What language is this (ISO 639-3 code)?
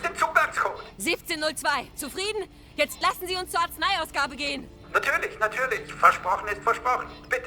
bar